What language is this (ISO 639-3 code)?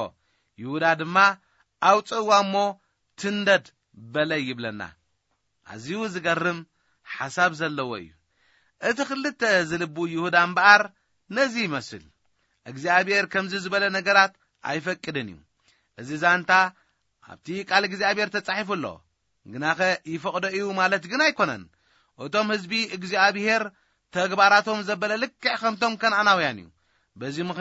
tir